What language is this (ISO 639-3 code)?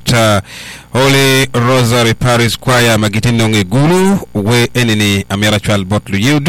ach